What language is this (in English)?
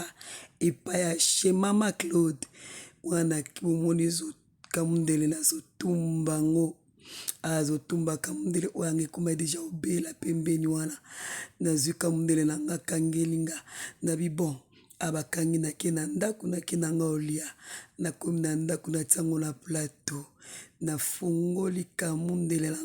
Lingala